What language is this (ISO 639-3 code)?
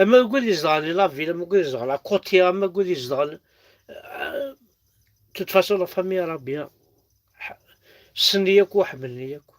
kab